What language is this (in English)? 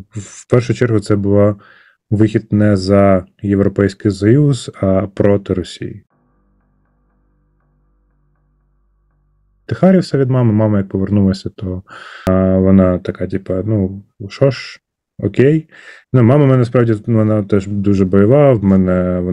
Ukrainian